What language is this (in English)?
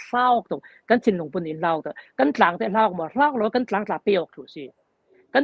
Falam Chin